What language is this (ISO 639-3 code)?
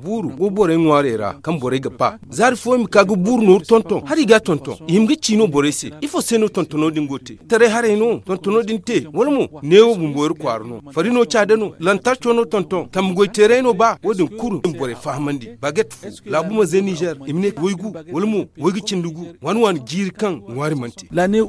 dje